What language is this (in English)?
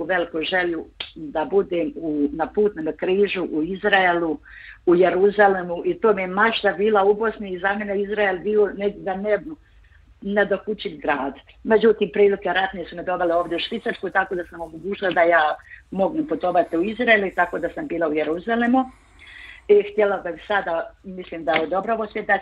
Bosnian